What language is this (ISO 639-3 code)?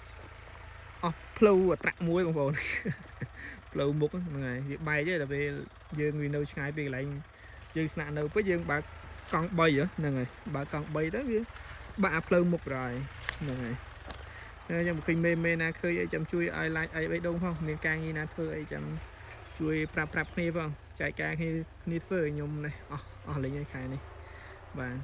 khm